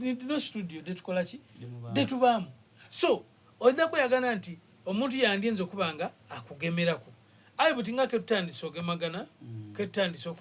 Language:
Soga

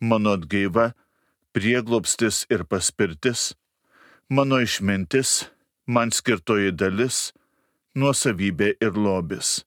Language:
Lithuanian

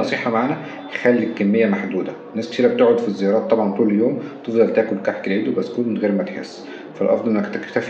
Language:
Egyptian Arabic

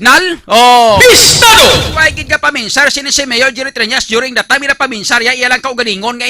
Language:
Hiligaynon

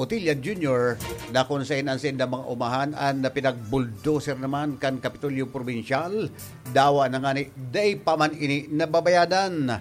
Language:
Bikol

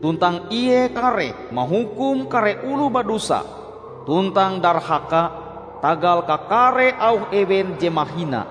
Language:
Ngaju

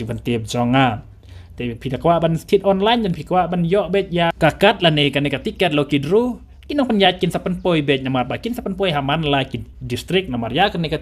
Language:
Khasi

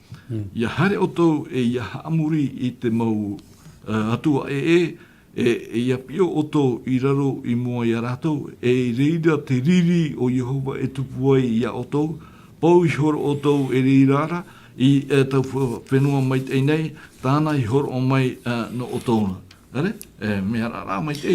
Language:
Tahitian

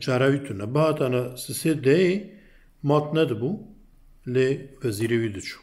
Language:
Kurdish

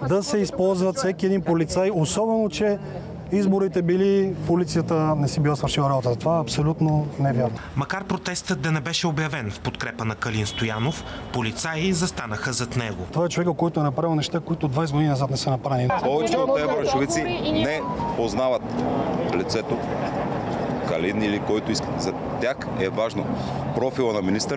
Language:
Bulgarian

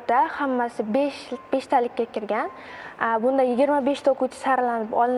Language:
Uzbek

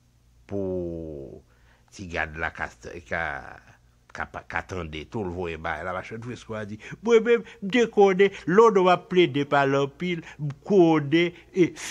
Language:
Haitian Creole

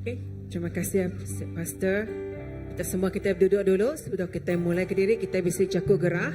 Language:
Iban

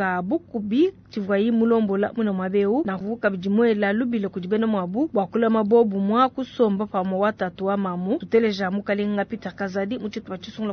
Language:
Luba-Lulua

